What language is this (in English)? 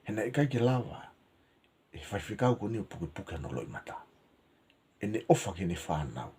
Tongan